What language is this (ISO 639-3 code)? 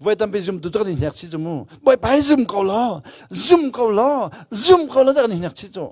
cnh